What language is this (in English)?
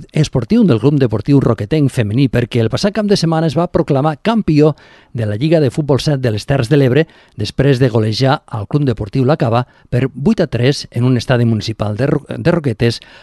Catalan